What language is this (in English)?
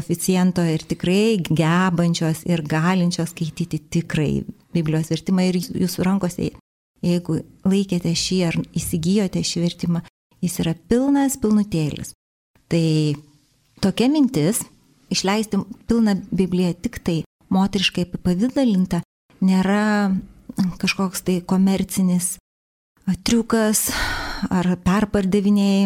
Lithuanian